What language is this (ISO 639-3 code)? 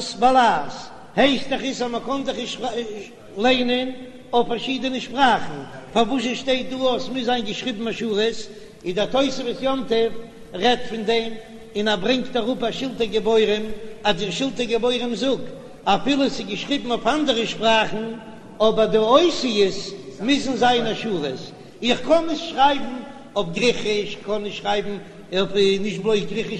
yid